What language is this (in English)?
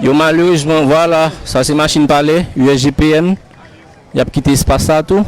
Haitian Creole